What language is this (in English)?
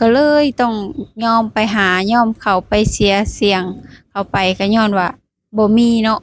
Lao